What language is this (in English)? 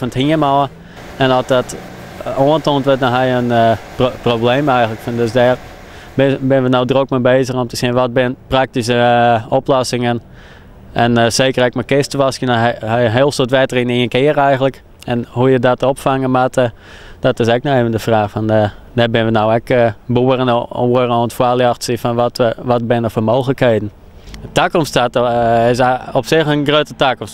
Western Frisian